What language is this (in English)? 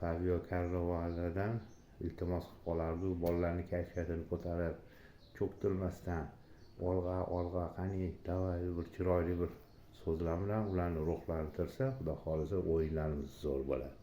Uzbek